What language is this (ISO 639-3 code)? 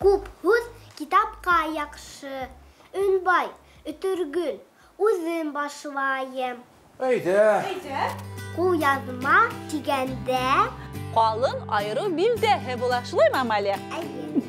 bak